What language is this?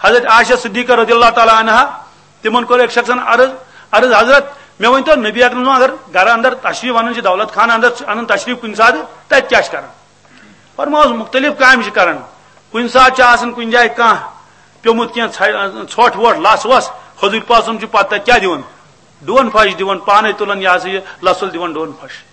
Kashmiri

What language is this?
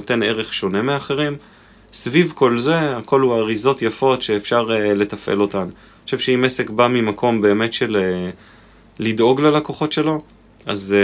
Hebrew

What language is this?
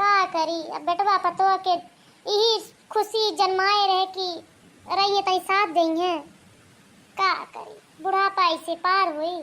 Bhojpuri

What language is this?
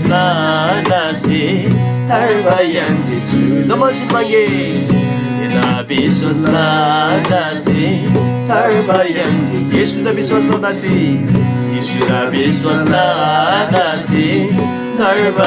Eastern Tamang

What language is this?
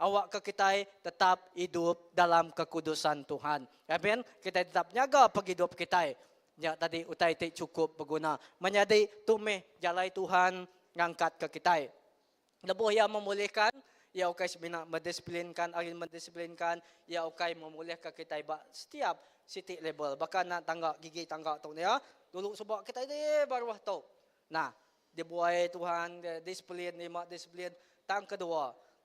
Iban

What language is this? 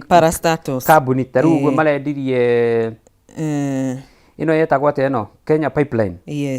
Kikuyu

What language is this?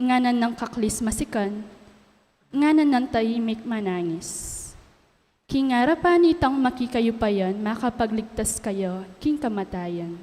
Pampanga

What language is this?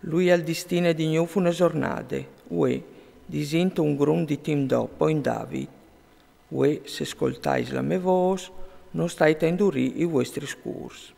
Friulian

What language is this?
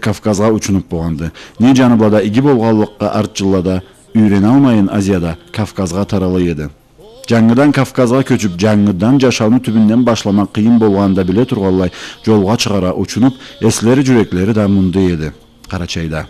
Karachay-Balkar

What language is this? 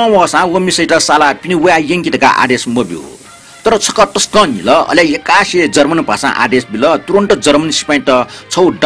Newari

